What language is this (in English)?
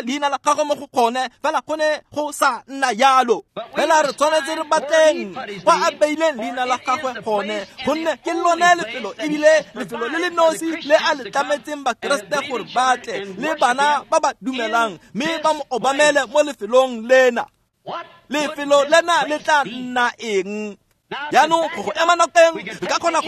Tswana